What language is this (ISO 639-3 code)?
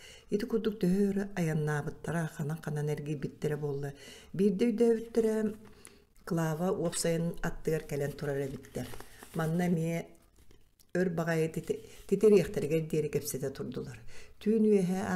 sah